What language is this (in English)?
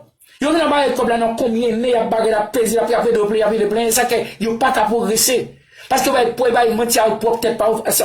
Haitian Creole